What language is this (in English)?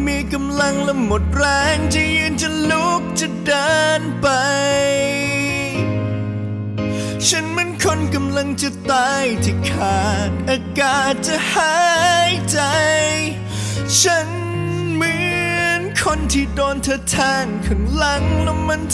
Thai